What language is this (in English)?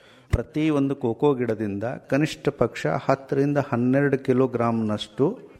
Kannada